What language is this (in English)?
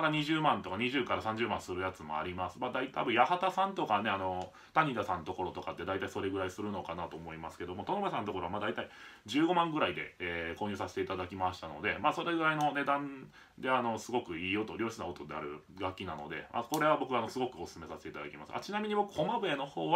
Japanese